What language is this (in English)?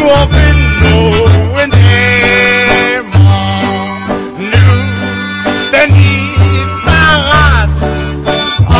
Danish